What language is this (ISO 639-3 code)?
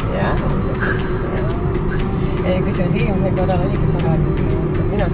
est